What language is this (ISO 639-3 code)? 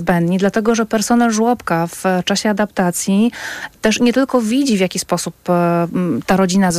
pol